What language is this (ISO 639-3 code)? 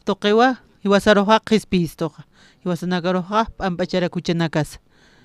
aym